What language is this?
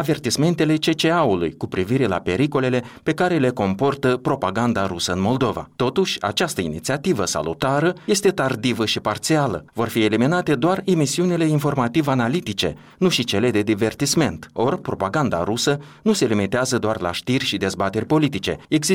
Romanian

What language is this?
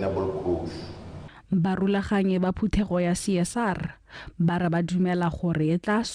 Tswana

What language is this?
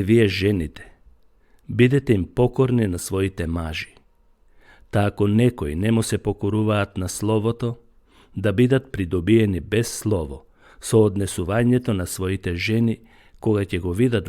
Macedonian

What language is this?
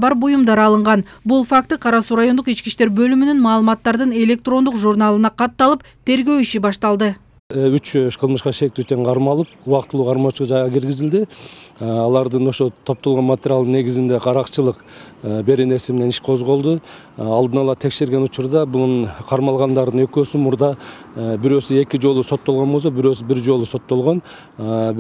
Kyrgyz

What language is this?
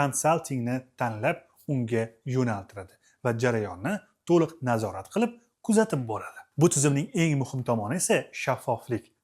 Uzbek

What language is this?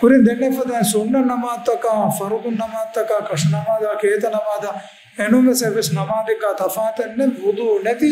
Divehi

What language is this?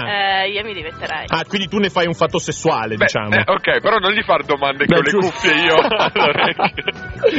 Italian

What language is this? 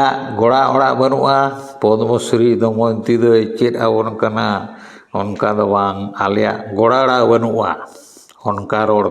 Santali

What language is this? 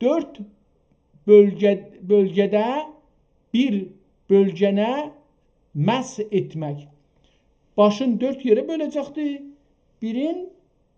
South Azerbaijani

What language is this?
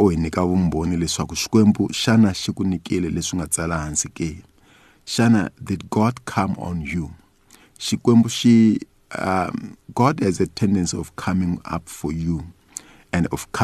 Tsonga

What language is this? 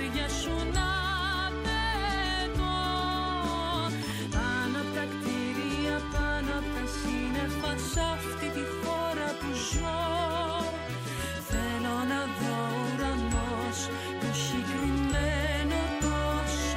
Greek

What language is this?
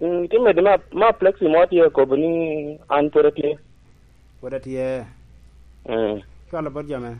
Lango (Uganda)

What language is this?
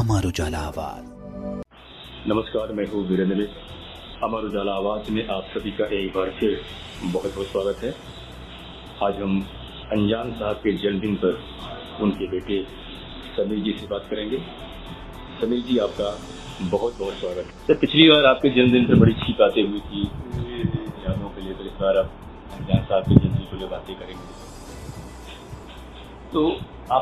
Hindi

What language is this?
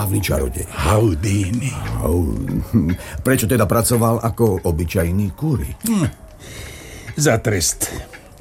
Slovak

